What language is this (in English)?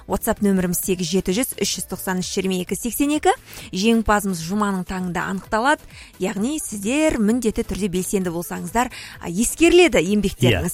Kazakh